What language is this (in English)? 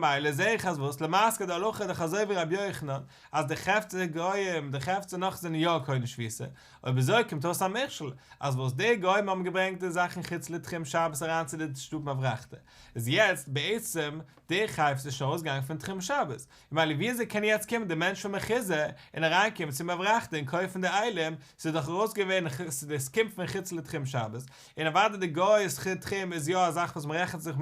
Yiddish